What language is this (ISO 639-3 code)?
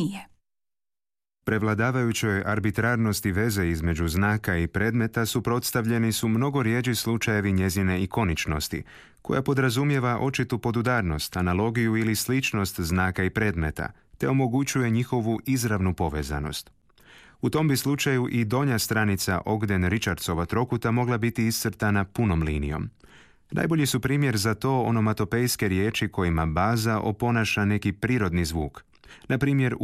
hrv